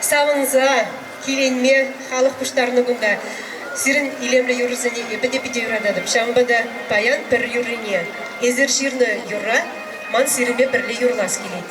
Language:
Chuvash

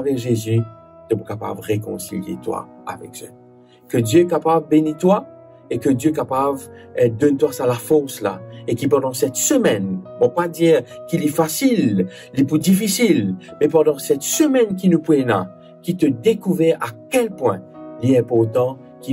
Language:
Morisyen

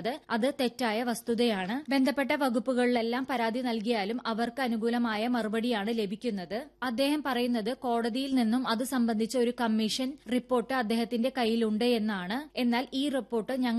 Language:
Malayalam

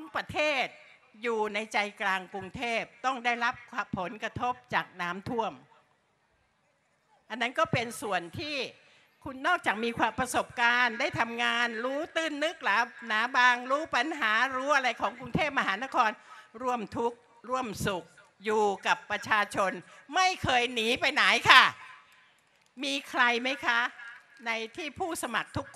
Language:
Thai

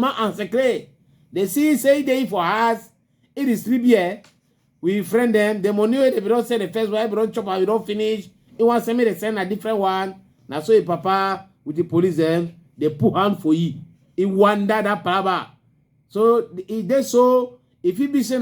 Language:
Cameroon Pidgin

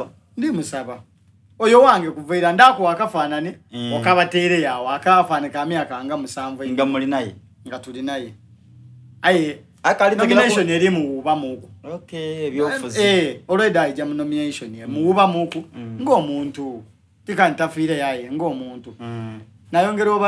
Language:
Soga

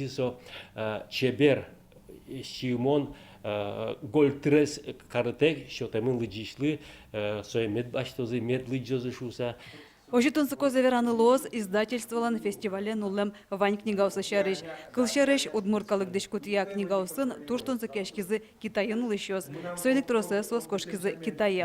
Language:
Udmurt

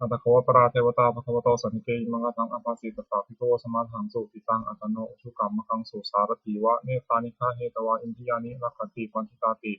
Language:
Pali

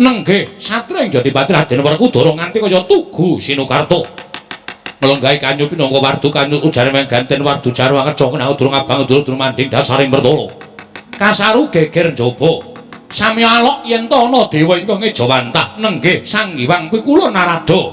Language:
Javanese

